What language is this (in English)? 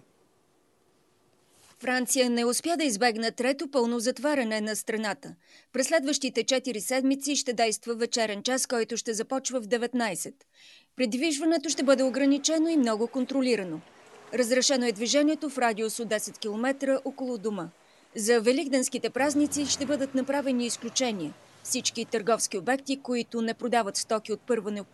Bulgarian